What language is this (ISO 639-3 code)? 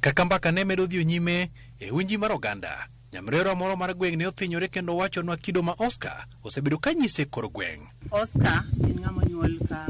luo